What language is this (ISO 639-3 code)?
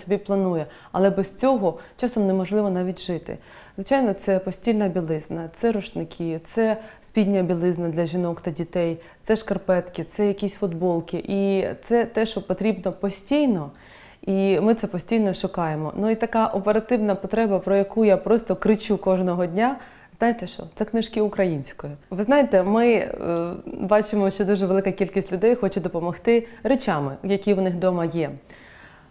ukr